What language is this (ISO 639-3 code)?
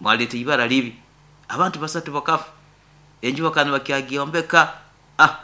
nyo